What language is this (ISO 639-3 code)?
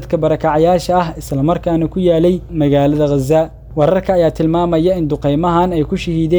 som